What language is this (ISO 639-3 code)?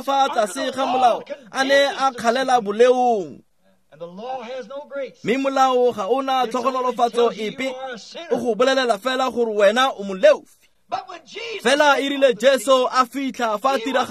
tsn